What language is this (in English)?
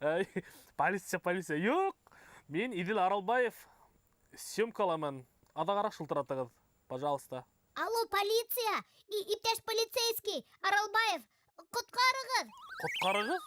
Bashkir